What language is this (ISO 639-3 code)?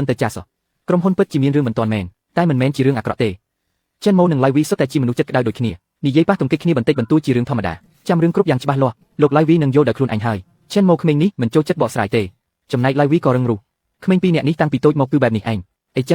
khm